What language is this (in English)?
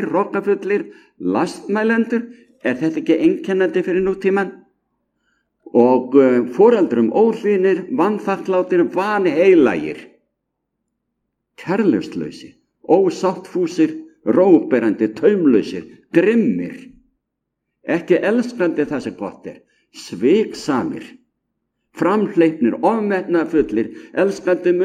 Icelandic